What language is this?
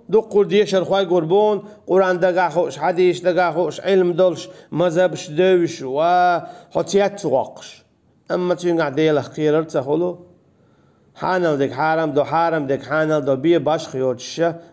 Chechen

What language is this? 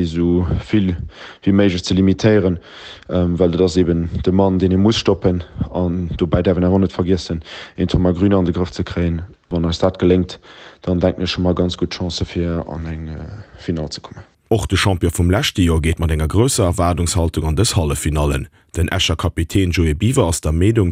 Luxembourgish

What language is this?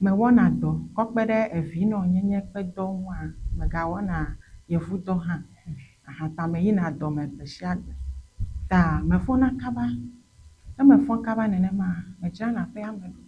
Ewe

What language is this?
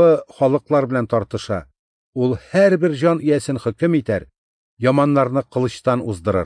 Tatar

